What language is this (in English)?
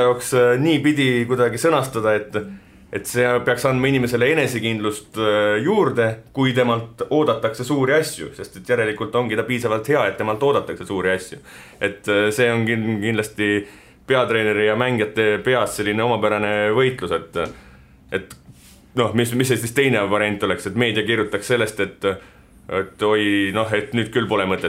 Estonian